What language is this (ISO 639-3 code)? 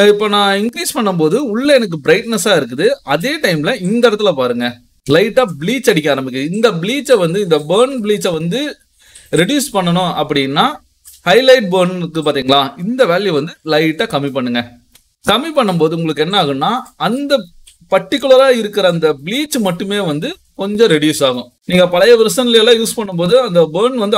tam